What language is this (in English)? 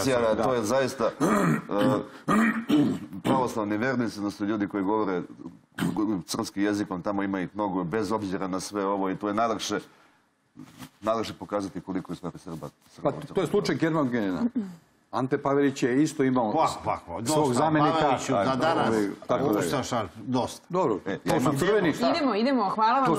Serbian